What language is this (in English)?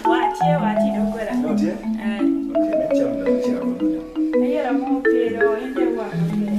Acoli